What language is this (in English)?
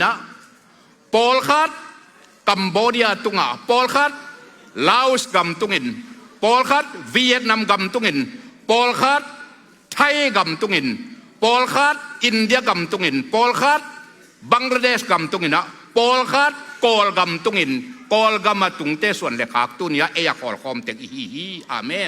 Tedim Chin